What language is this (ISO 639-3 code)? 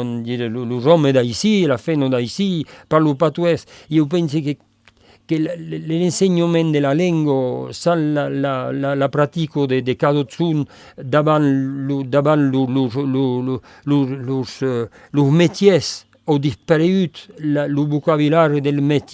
oci